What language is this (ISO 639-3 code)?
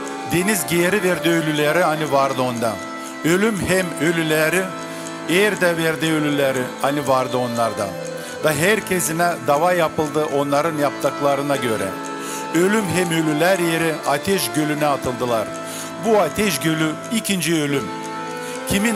gag